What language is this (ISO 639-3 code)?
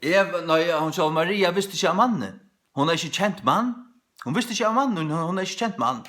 fao